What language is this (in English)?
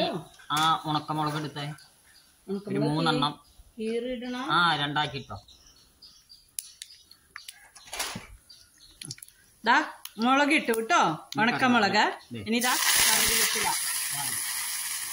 Malayalam